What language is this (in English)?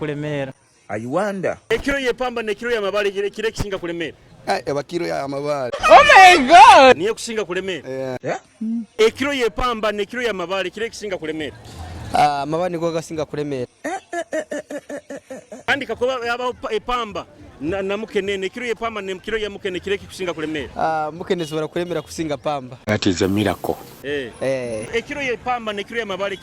Nyoro